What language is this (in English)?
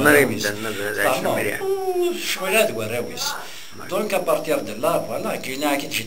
Kabyle